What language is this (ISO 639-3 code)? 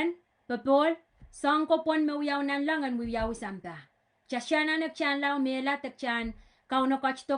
pon